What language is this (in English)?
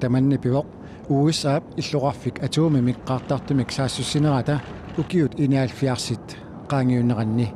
Kalaallisut